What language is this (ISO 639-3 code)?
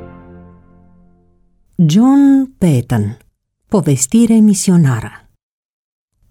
ron